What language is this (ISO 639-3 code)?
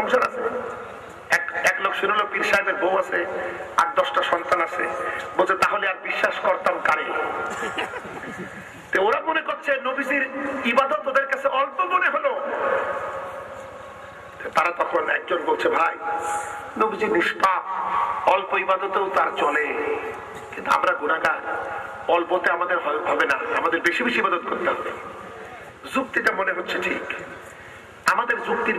ben